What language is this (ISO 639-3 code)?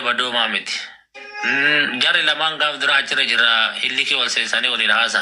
orm